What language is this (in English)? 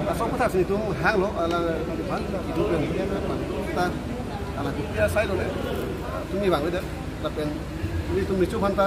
Karbi